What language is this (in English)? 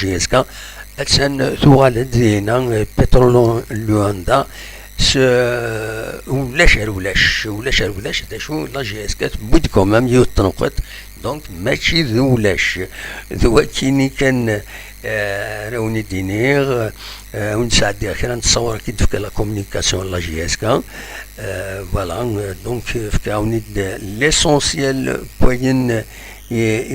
Kabyle